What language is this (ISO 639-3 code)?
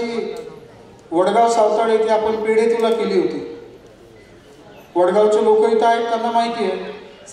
mar